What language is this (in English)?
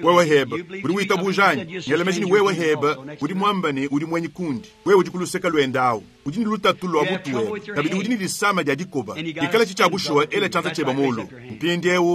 Luba-Lulua